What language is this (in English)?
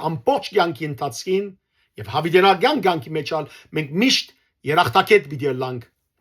Western Armenian